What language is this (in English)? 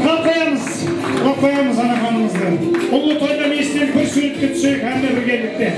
Kara-Kalpak